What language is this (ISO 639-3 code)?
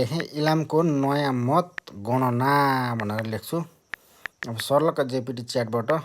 nep